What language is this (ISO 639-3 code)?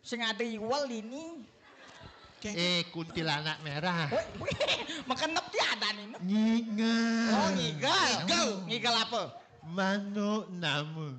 ban